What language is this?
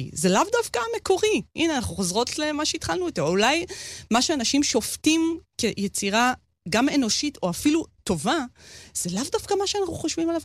Hebrew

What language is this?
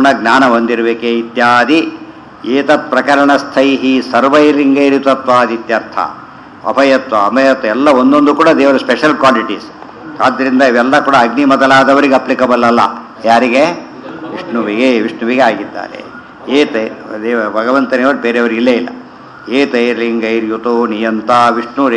Kannada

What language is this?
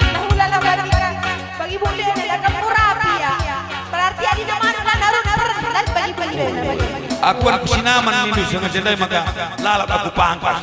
Batak Karo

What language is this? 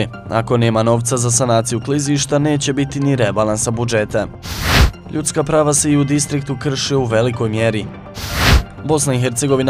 Bosnian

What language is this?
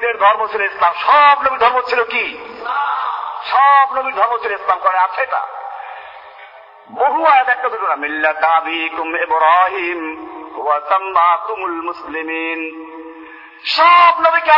Bangla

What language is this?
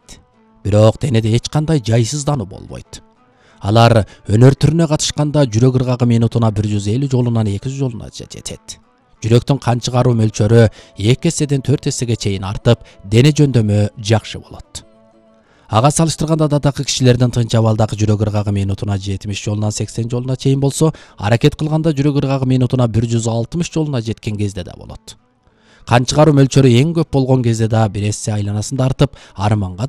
Kyrgyz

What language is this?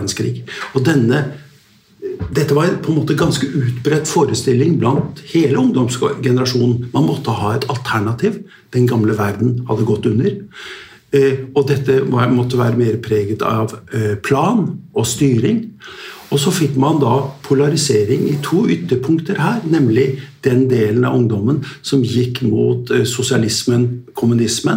Norwegian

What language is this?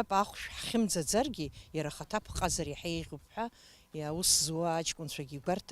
Abkhazian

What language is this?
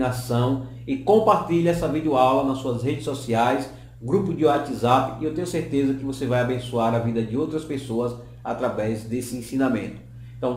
Portuguese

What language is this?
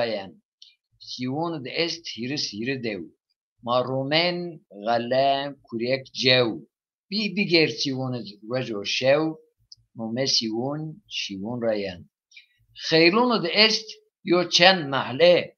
Zaza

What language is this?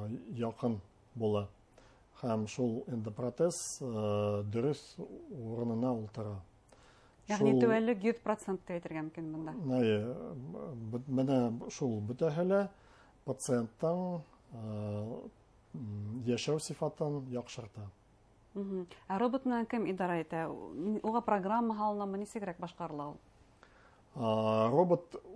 Bashkir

